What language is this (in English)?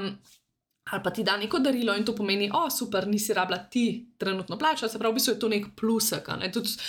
Slovenian